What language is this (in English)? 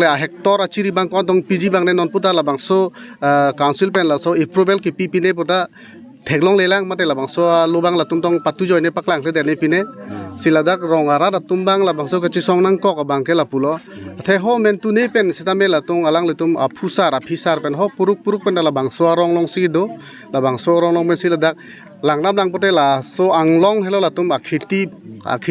Karbi